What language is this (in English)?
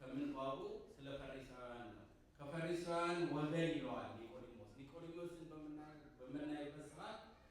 Amharic